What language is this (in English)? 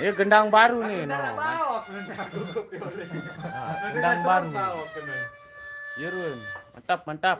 Sasak